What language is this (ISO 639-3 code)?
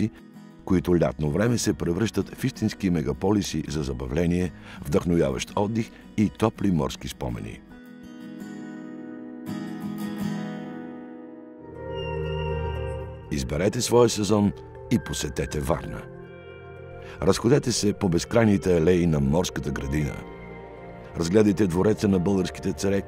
bul